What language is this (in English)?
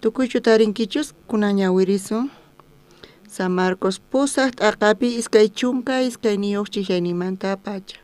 South Bolivian Quechua